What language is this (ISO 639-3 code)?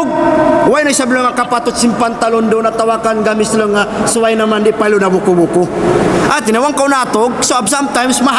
tsg